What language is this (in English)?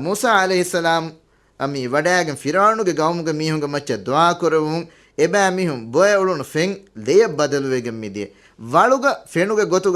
Divehi